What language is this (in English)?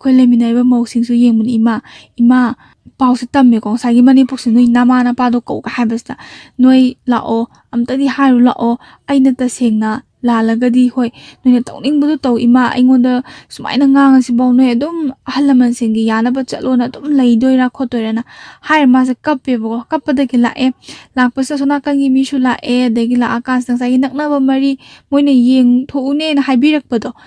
Manipuri